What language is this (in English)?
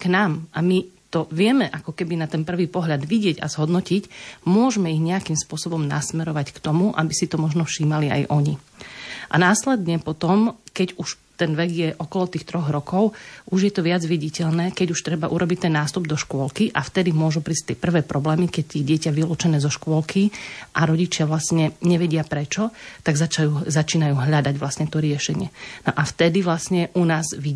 Slovak